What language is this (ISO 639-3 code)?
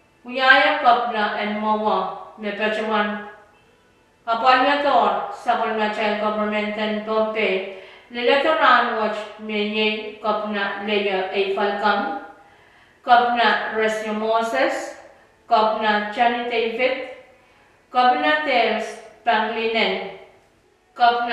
pon